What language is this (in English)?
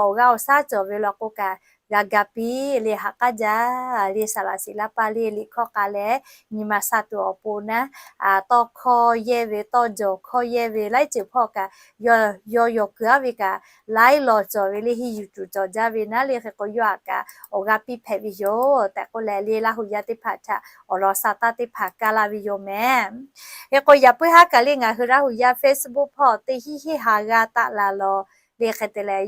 Lahu